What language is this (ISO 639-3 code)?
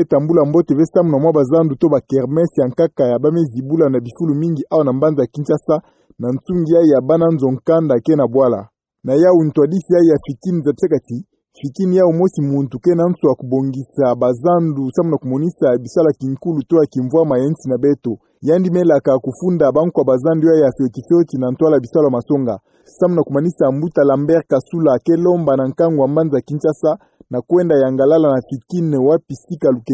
ktu